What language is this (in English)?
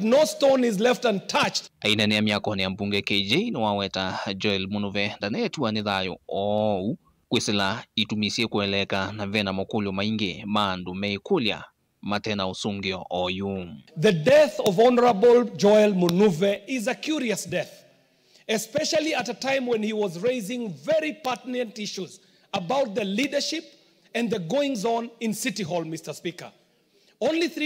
Kamba